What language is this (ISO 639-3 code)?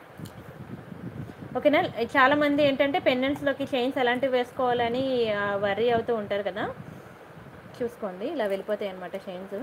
tel